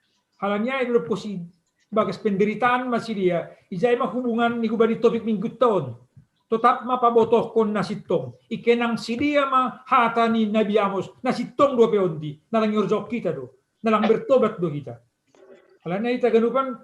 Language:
Batak Simalungun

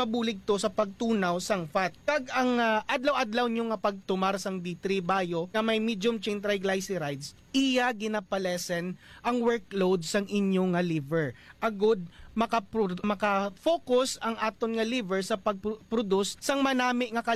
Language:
Hiligaynon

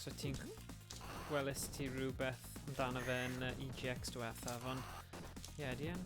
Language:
Welsh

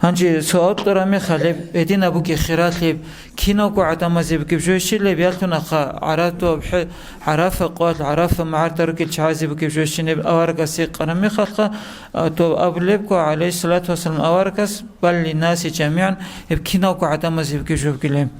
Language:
Avaric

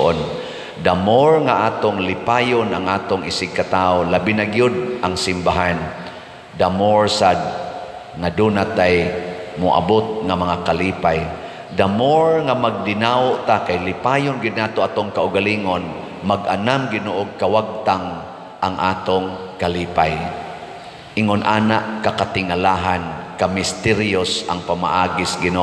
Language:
Cebuano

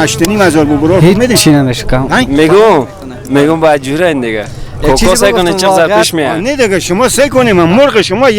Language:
Persian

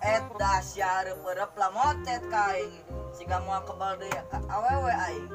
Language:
Sundanese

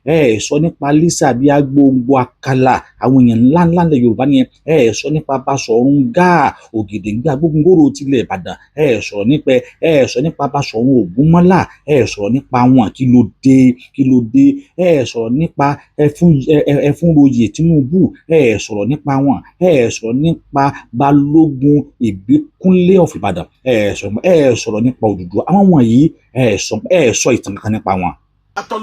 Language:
Yoruba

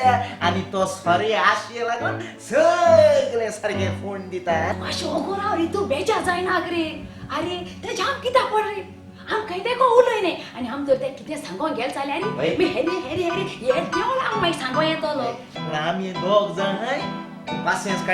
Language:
Konkani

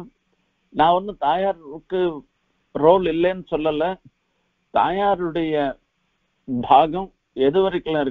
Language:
Tamil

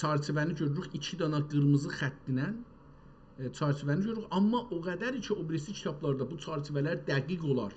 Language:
South Azerbaijani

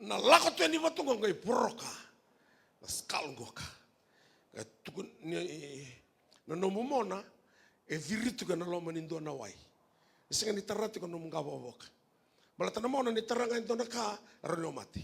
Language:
Fijian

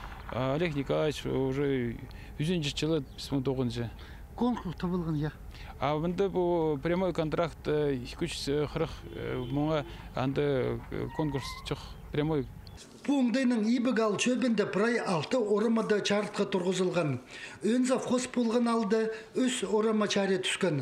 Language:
Khakas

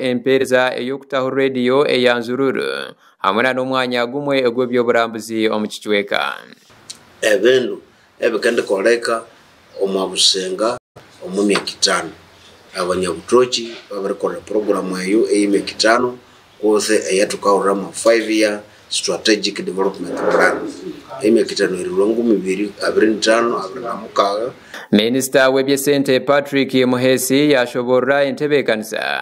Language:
Nyankole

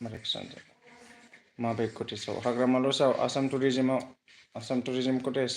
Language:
Bodo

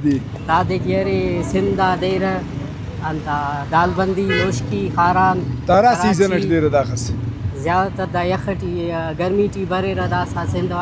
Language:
Brahui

